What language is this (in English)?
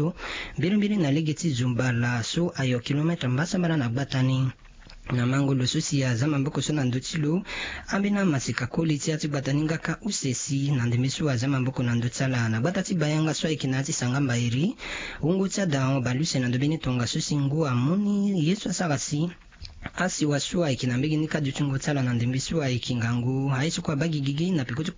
Sango